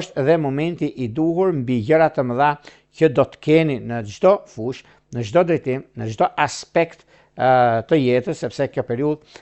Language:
Albanian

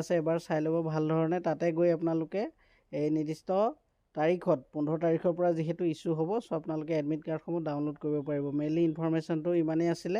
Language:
Assamese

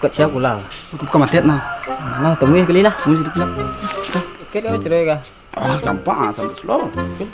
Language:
Minangkabau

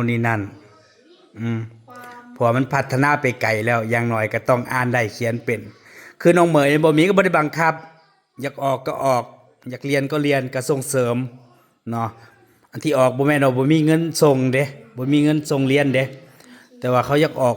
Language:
Northeastern Thai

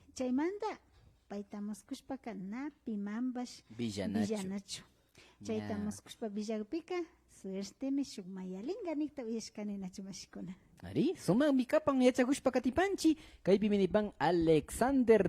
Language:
Imbabura Highland Quichua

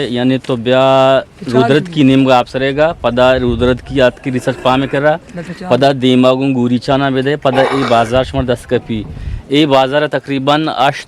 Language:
Eastern Balochi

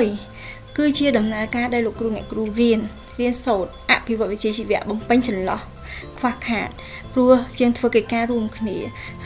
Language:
Khmer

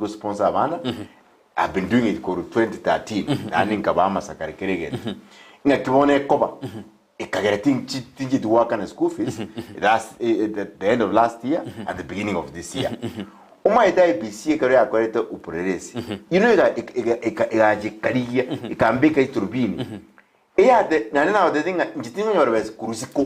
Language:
Gusii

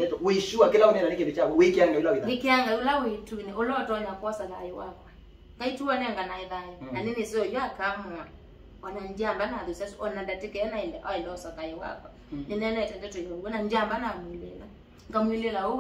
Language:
Kamba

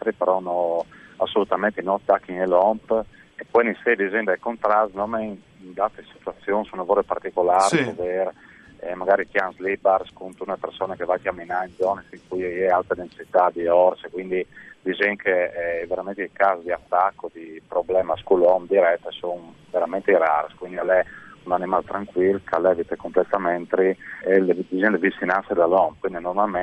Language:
Friulian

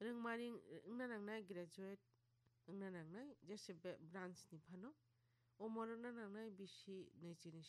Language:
Kok Borok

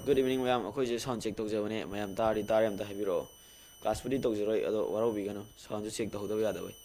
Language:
Manipuri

